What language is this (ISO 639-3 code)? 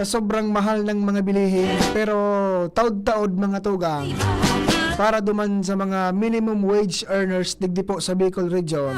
bik